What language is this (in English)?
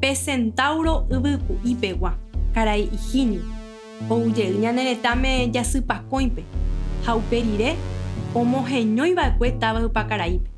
Guarani